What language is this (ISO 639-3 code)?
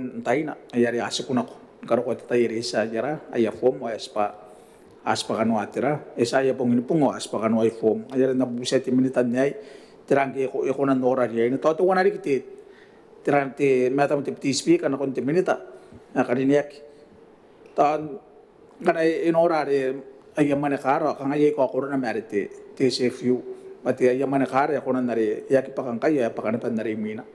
gil